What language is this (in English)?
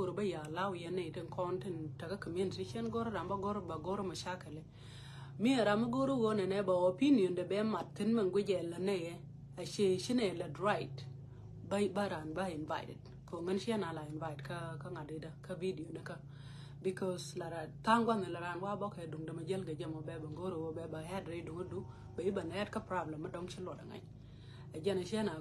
Nuer